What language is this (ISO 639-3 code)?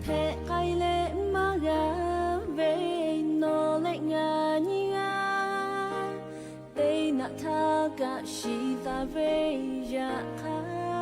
lhu